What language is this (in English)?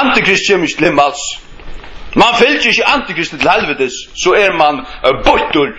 Faroese